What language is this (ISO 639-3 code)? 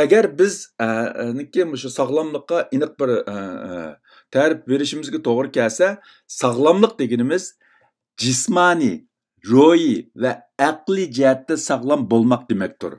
uig